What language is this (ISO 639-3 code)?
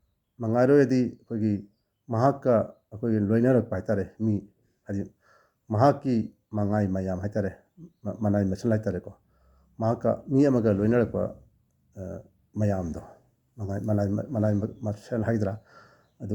mni